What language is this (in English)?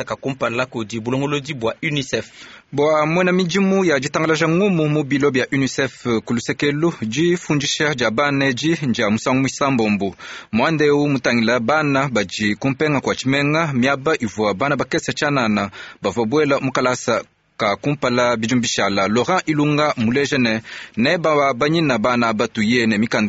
Luba-Lulua